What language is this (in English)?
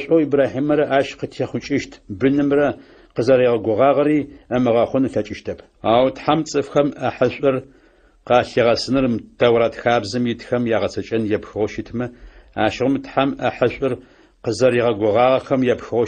Adyghe